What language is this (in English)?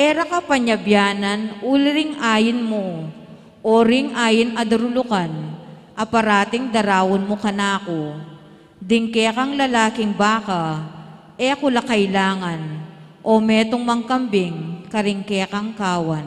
Pampanga